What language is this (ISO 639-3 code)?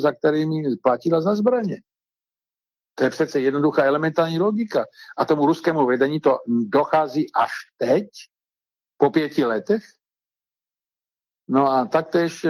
ces